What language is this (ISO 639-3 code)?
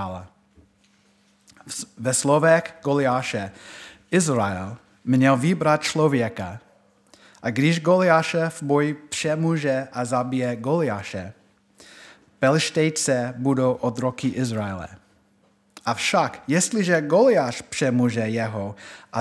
ces